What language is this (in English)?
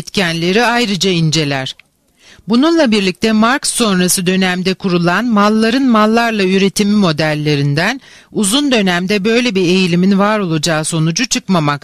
Turkish